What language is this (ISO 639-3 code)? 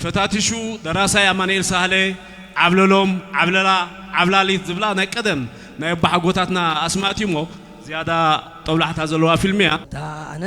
tir